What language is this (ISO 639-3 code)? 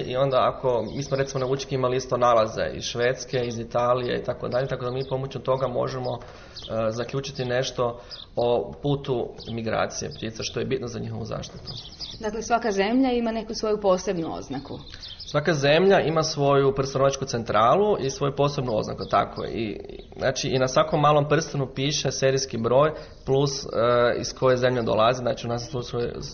hrv